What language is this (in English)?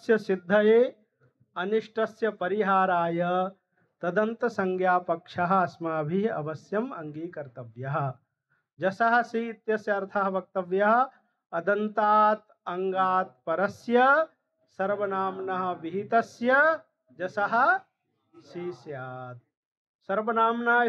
Sanskrit